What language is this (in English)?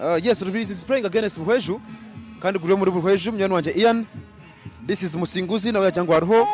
Nyankole